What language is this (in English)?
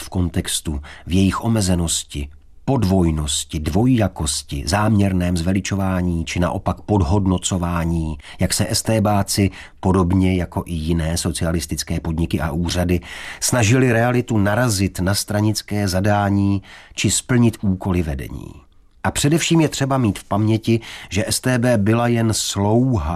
Czech